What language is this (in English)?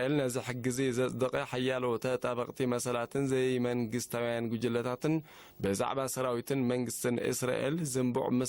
Tigrinya